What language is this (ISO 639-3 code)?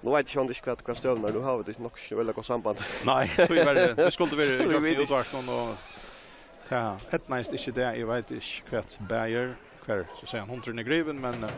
fao